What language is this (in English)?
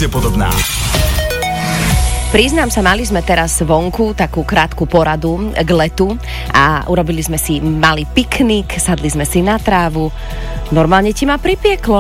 Slovak